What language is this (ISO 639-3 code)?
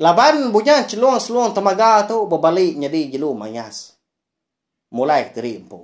iba